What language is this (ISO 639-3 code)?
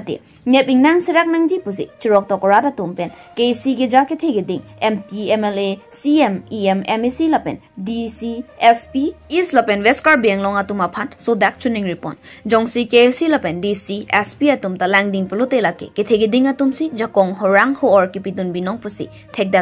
mjw